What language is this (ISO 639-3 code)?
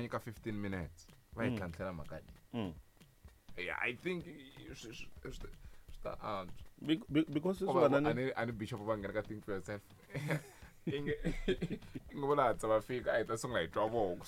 tso